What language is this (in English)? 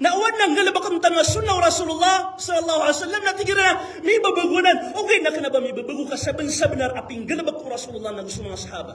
Maranao